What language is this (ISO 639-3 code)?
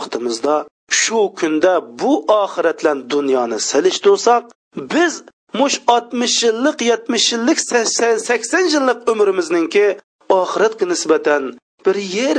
uig